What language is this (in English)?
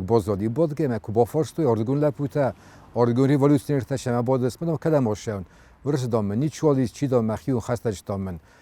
Ossetic